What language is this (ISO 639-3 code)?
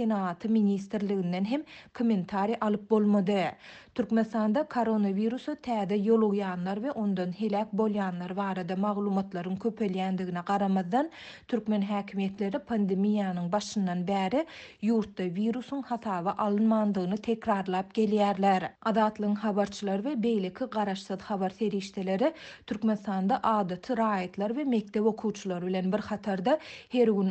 tuk